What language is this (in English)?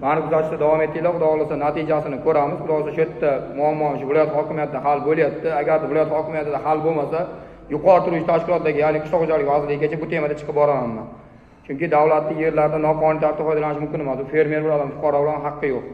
Uzbek